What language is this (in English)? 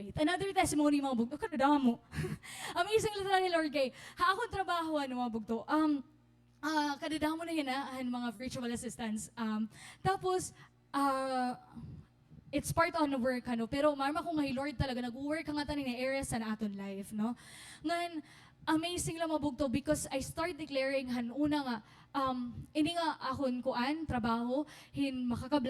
Waray